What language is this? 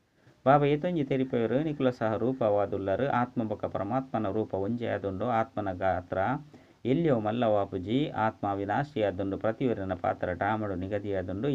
Tulu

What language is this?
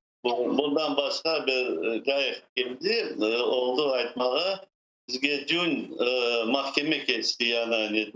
Crimean Tatar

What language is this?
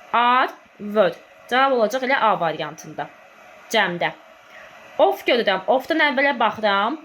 Azerbaijani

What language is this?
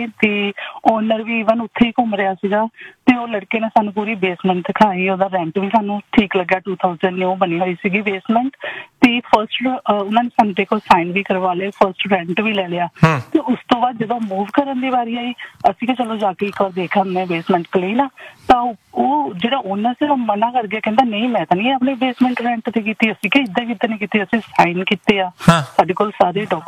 Punjabi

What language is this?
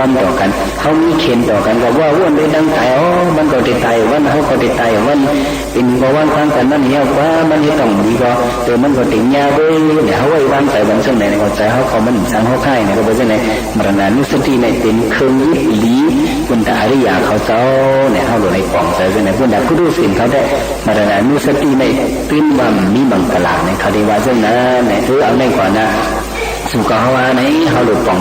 Shan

